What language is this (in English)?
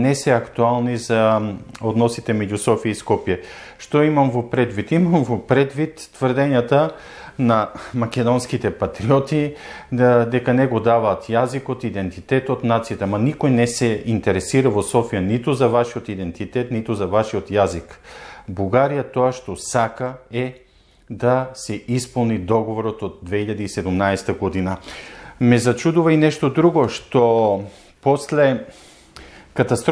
Macedonian